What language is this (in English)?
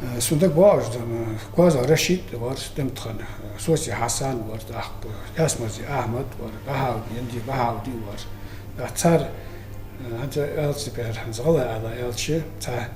Ingush